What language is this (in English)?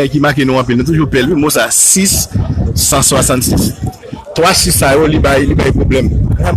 Haitian Creole